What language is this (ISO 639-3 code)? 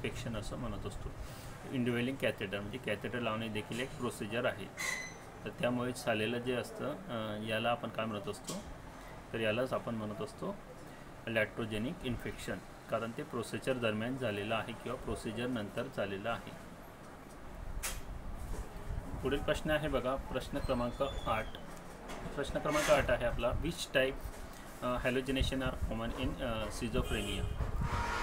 mar